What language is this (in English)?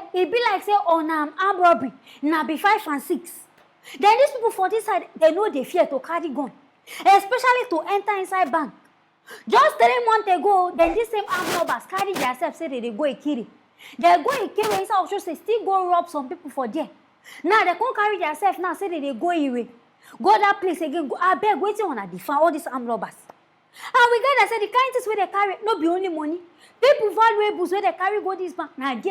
Nigerian Pidgin